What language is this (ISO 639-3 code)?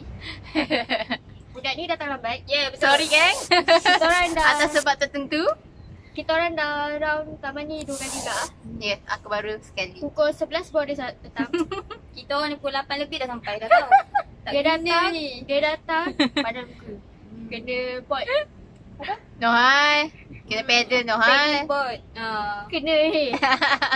msa